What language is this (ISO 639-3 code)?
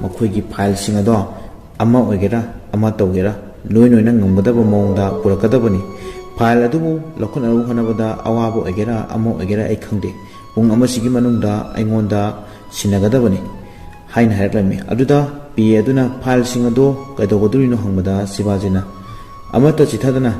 mni